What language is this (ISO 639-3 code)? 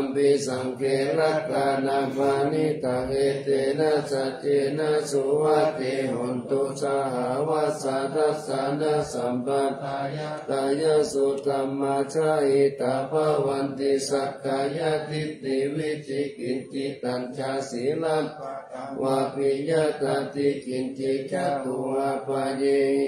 pli